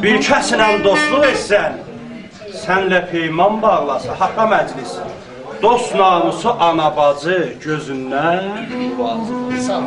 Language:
South Azerbaijani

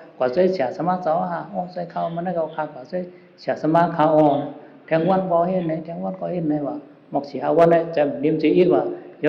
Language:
Shan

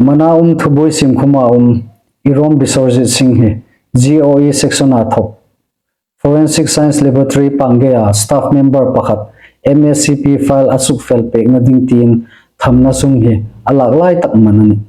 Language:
Hmar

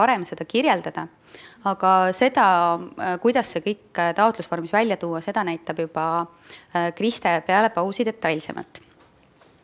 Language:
Estonian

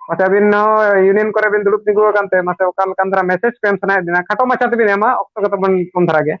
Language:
Santali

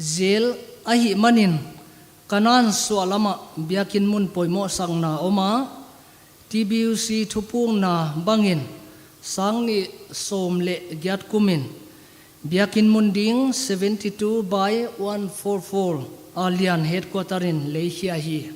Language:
Paite Chin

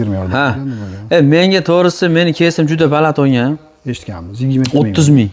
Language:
Uzbek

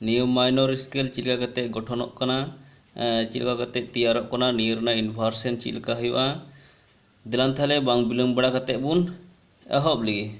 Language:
Santali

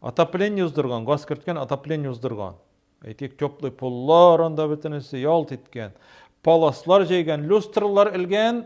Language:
Tatar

